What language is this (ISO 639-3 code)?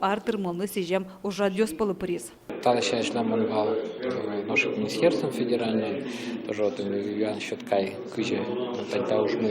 udm